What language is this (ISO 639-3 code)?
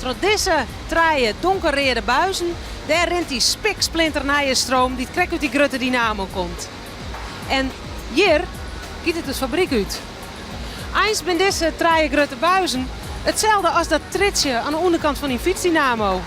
fry